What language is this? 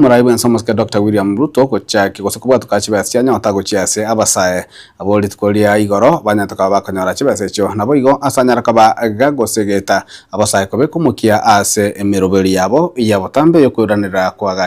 Gusii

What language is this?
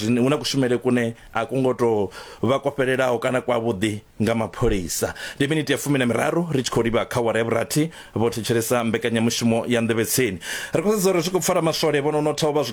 Venda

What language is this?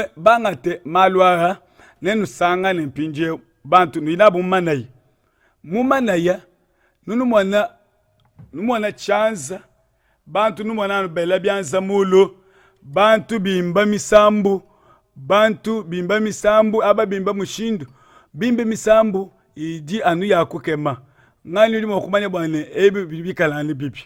Luba-Lulua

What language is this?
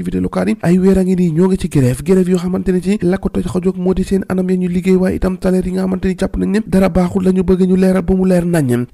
Wolof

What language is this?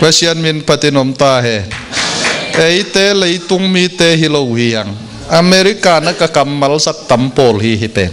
Tedim Chin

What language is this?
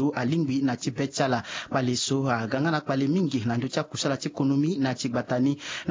Sango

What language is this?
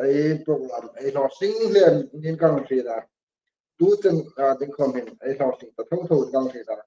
Hmar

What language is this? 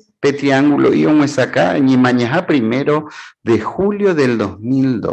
Guarani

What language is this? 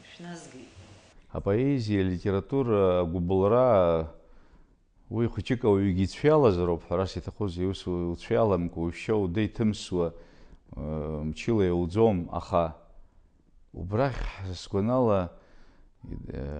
Abkhazian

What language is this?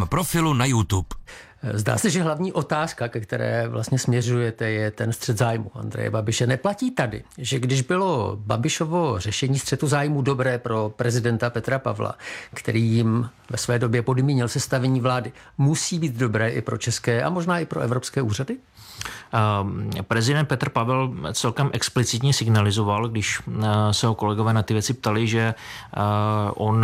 Czech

